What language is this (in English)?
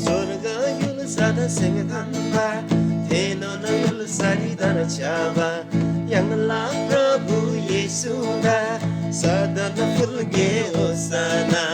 Eastern Tamang